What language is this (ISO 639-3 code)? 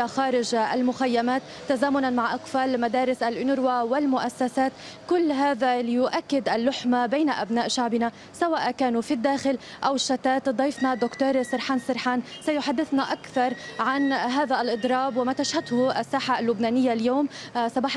ara